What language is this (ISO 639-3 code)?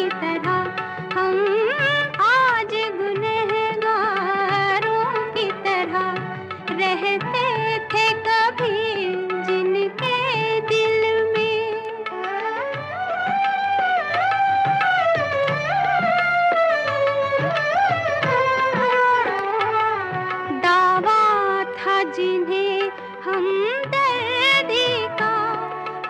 hin